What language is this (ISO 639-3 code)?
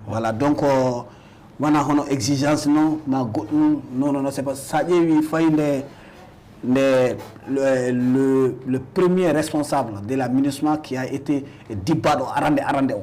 ful